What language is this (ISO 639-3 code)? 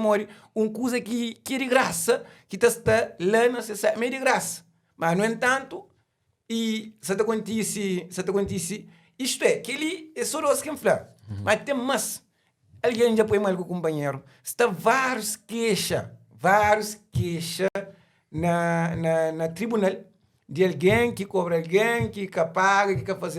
kea